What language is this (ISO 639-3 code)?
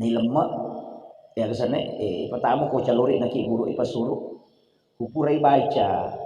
bug